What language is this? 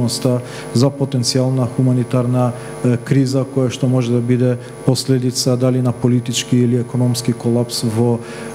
Macedonian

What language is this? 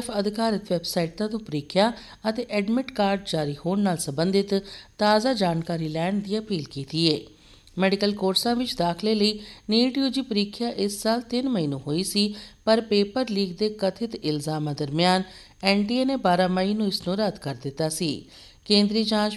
Punjabi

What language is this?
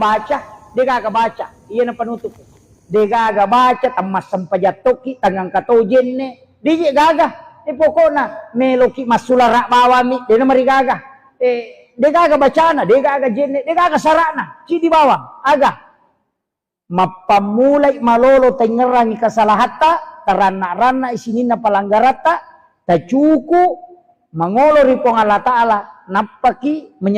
Buginese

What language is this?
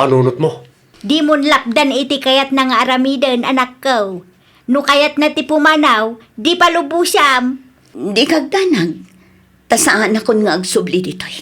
Iloko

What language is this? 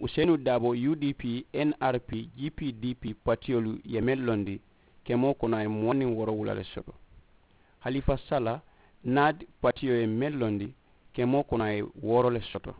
Mandingo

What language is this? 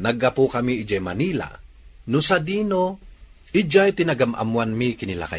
Iloko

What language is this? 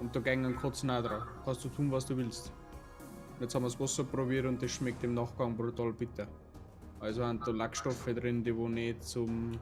Bavarian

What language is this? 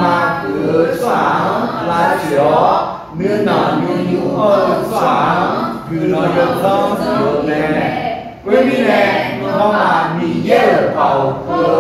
Akha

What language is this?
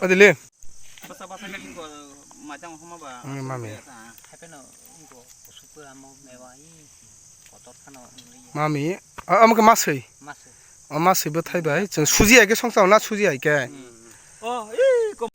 Kok Borok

